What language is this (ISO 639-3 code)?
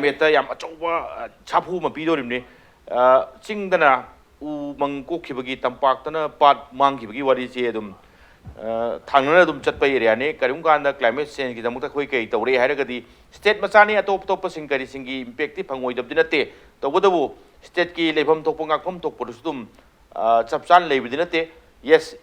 mni